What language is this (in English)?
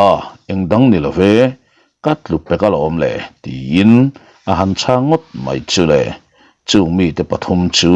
Mizo